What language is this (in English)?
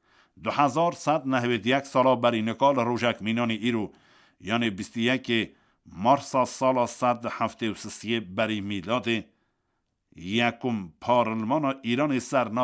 Kurdish